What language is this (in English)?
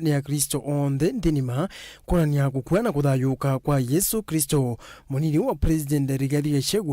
Kamba